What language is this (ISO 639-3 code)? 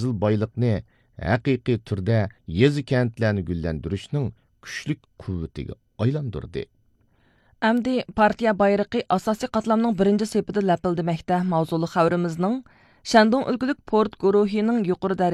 uig